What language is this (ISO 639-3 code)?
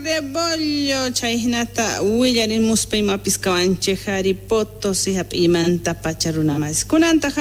quh